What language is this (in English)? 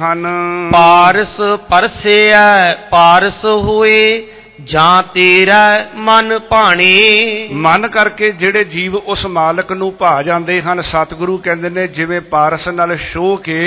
Punjabi